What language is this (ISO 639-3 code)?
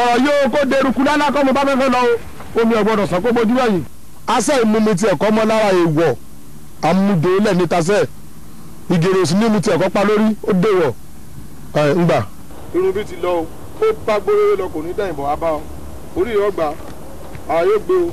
yor